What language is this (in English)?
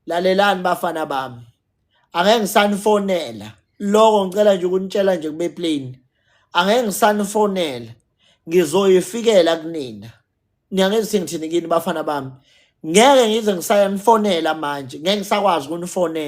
Zulu